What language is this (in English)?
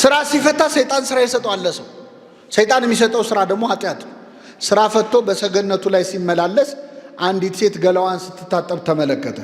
Amharic